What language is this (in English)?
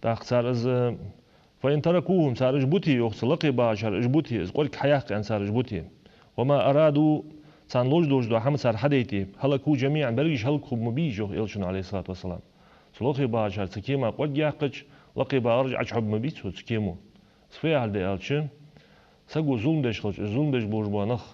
Ingush